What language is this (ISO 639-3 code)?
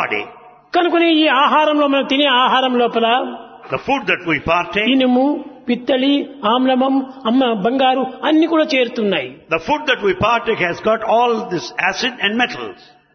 tel